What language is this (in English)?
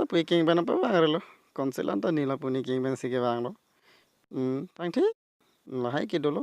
Karbi